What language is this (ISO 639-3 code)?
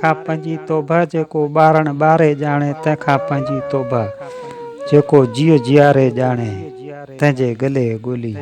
snd